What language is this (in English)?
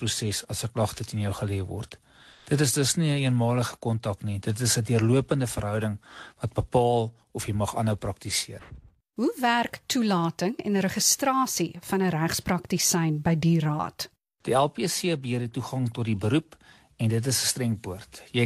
Afrikaans